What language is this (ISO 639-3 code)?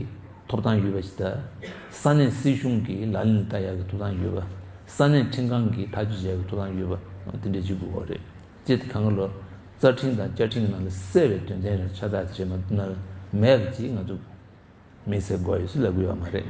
bod